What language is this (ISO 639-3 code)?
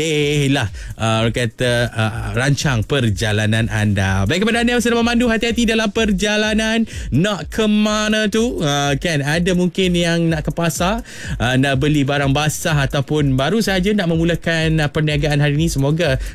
msa